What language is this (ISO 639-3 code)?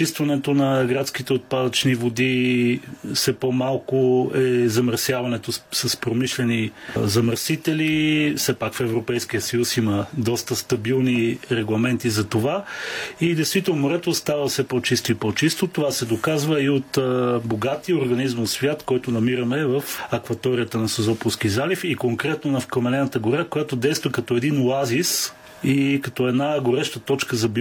bul